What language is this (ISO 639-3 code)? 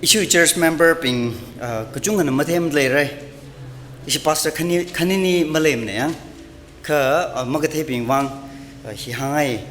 nmf